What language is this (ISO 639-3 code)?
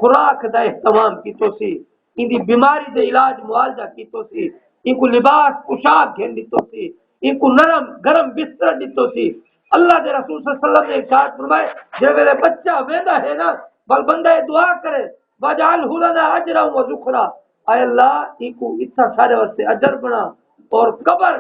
skr